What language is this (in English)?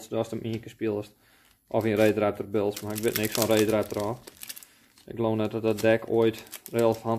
Western Frisian